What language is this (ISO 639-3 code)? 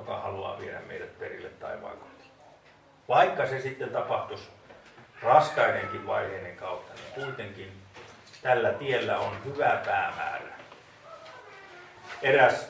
fin